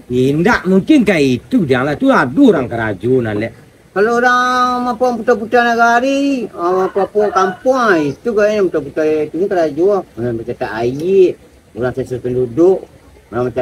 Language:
Minangkabau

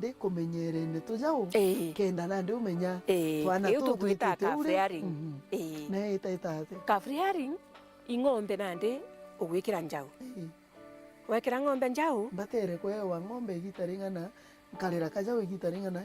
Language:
Meru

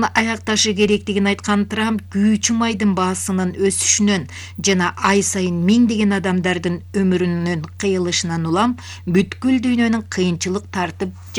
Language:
Kyrgyz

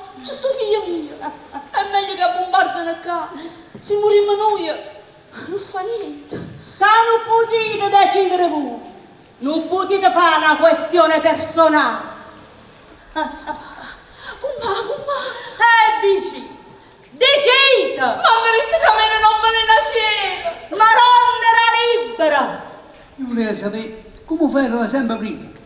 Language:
Neapolitan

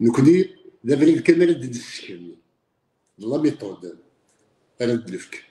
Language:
Kabyle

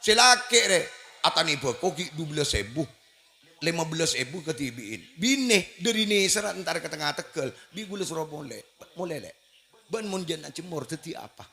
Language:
Madurese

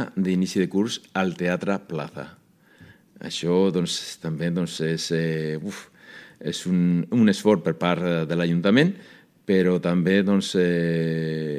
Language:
Catalan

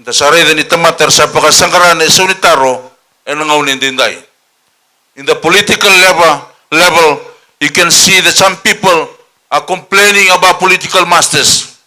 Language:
Fijian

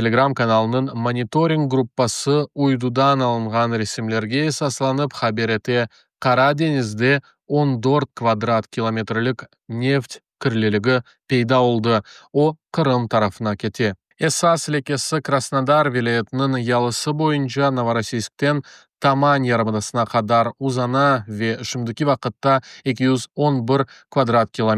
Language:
Crimean Tatar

